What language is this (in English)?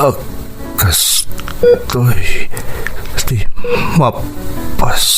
Iloko